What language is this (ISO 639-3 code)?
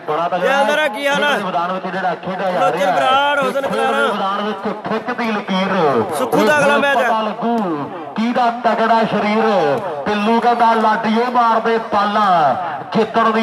pan